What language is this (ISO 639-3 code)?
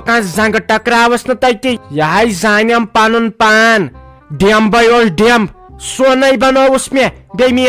kas